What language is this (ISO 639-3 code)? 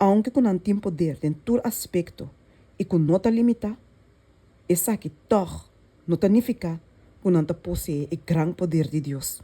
pap